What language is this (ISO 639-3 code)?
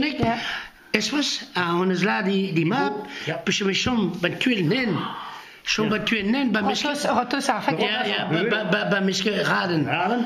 bre